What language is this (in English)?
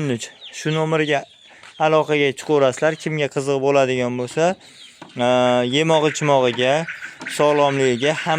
Uzbek